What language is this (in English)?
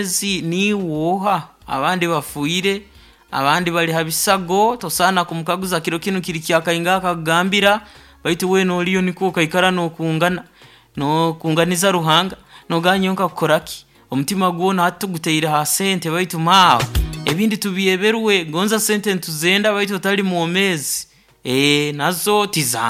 Nyoro